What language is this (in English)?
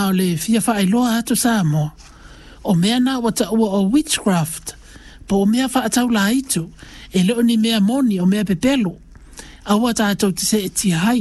Samoan